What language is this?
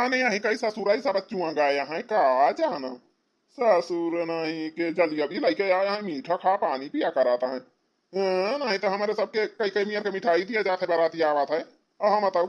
Awadhi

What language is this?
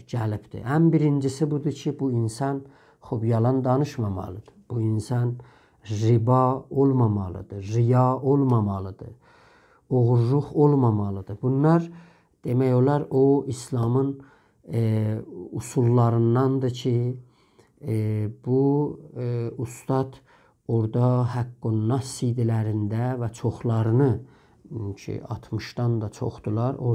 South Azerbaijani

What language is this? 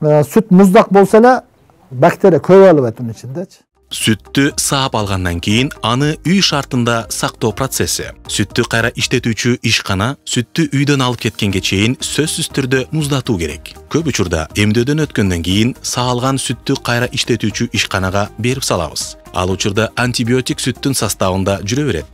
Kyrgyz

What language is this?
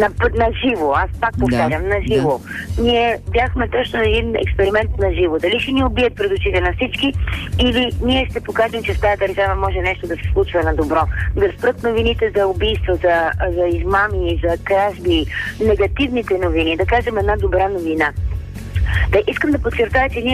Bulgarian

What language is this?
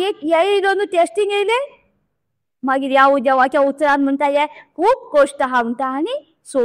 Konkani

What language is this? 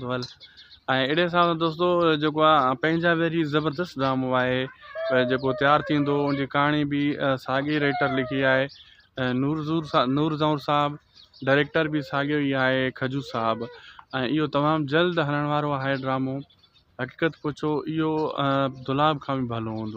Sindhi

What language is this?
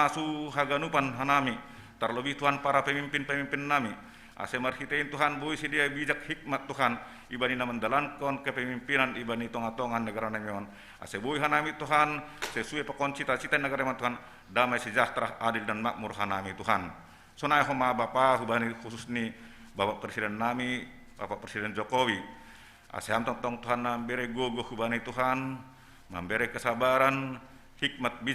Batak Simalungun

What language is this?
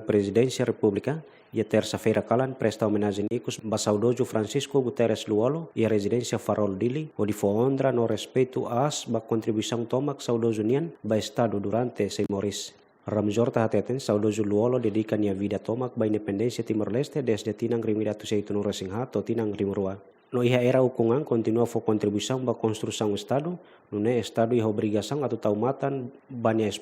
Tetum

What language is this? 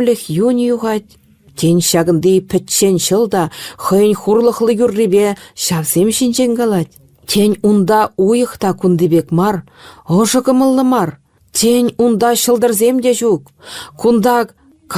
Chuvash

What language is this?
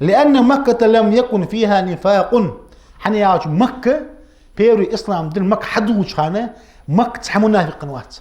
Ingush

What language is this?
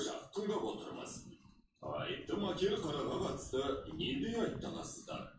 Kazakh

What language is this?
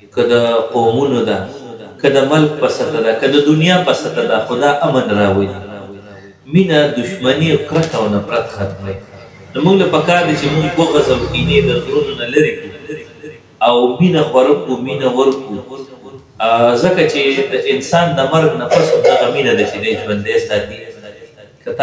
Pashto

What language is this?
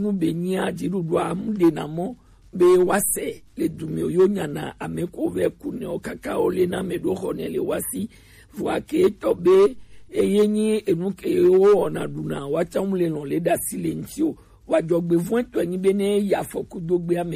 Gen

